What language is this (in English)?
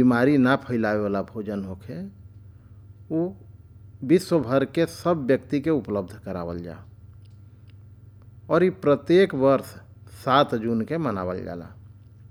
Bhojpuri